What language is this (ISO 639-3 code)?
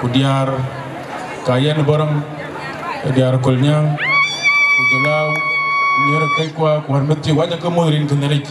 din